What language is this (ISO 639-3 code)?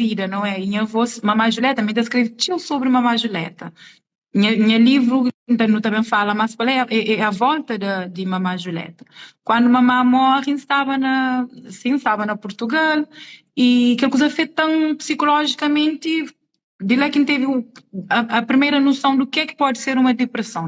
kea